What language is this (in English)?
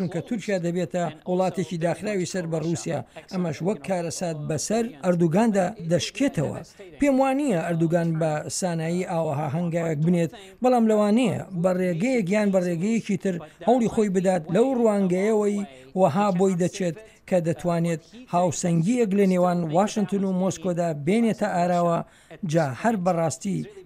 Central Kurdish